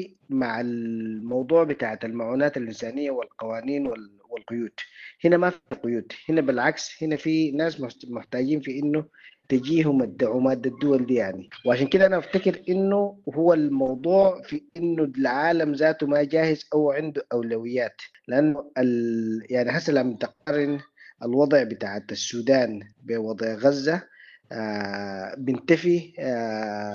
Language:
Sudanese Arabic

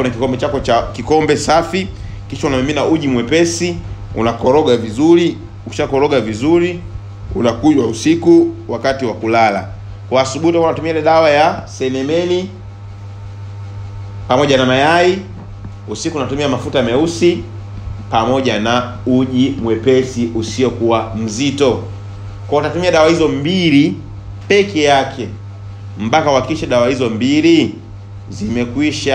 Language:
Swahili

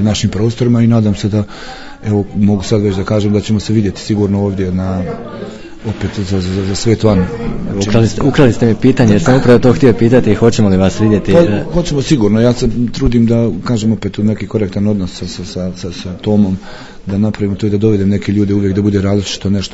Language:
Bosnian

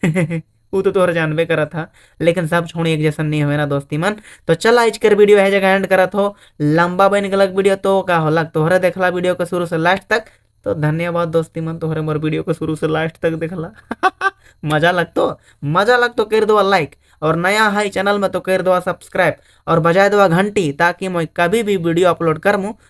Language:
Sadri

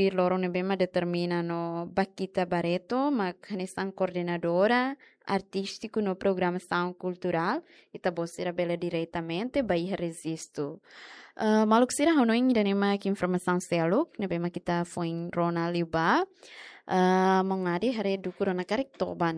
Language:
Tetum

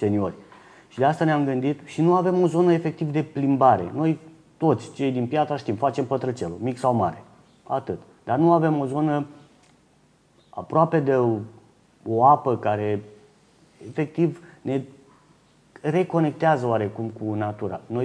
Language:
Romanian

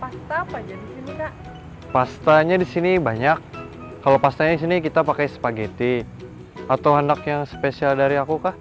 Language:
Banjar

